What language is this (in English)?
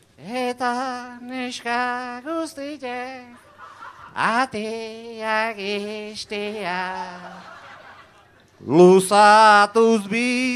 Basque